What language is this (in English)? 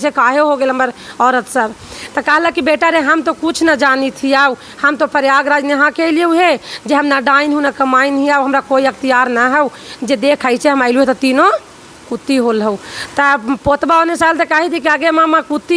Magahi